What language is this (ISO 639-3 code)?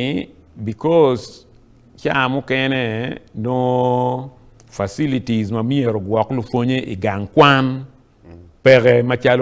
ach